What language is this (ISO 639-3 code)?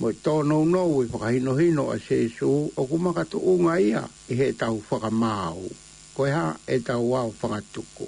ton